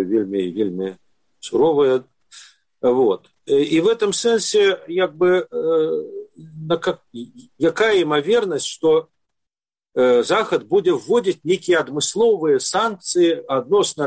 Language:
Belarusian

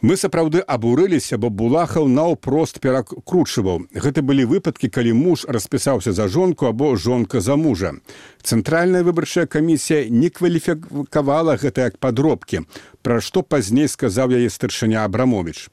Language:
Belarusian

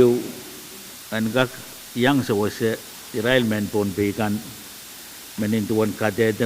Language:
Pohnpeian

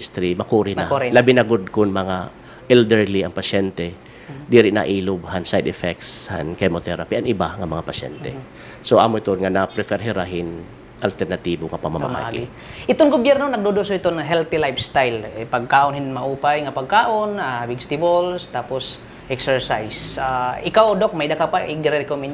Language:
Waray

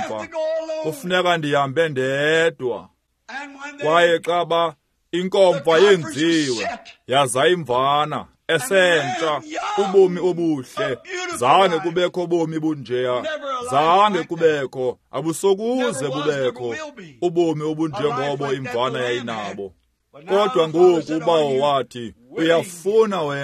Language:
Xhosa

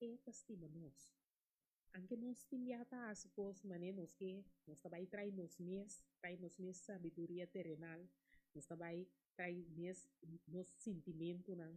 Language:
Papiamento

